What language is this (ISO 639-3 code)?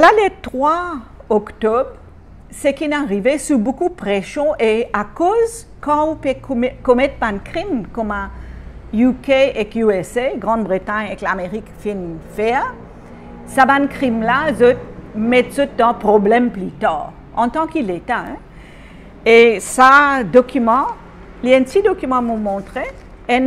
mfe